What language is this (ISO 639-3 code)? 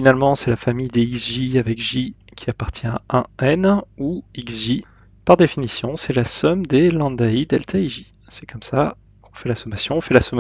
fra